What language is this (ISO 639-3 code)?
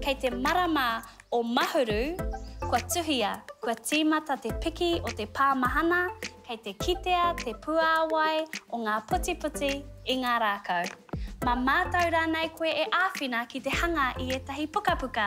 mri